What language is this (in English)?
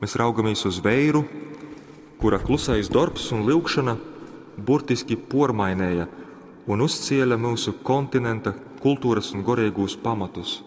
Latgalian